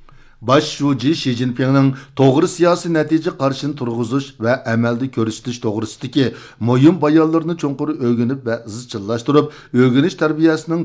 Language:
Uyghur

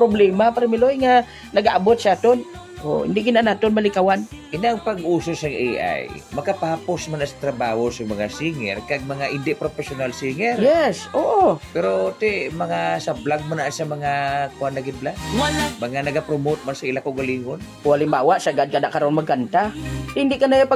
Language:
Hiligaynon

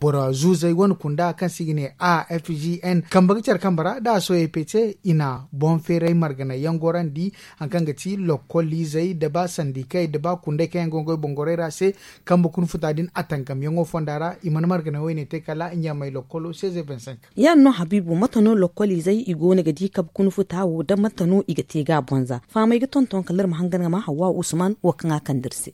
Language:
Zarma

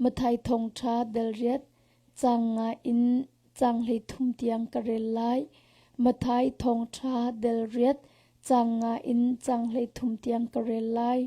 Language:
Hakha Chin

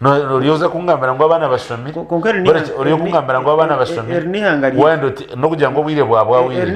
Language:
Nyankole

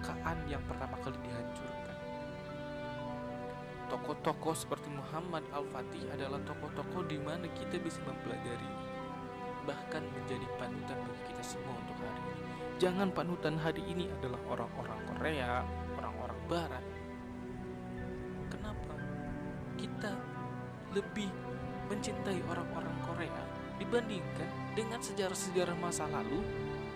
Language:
Indonesian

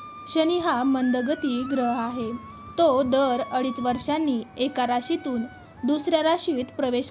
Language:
Marathi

